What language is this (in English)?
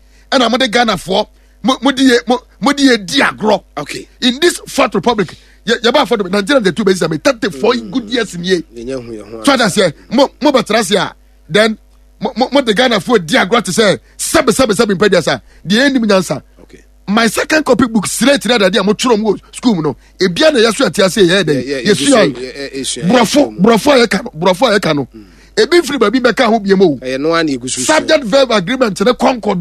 Akan